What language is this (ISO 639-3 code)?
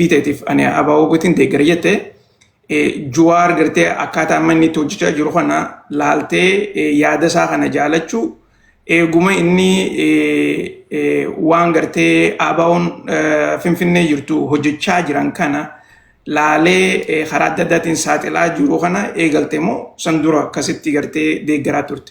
orm